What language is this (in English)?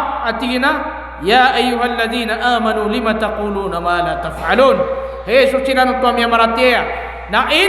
Maranao